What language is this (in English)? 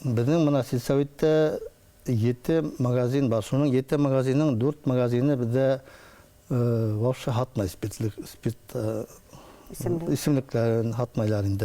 Bashkir